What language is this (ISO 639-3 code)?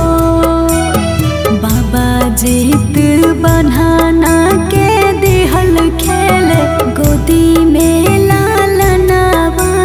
bho